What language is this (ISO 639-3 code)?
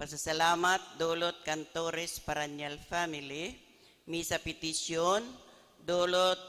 bik